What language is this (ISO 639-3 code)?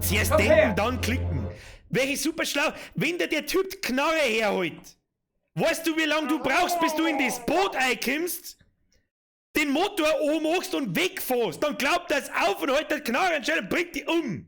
bar